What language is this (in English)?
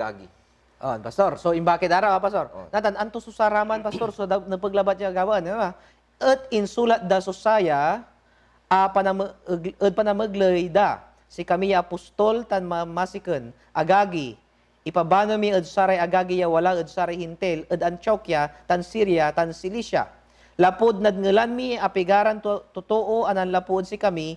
Pangasinan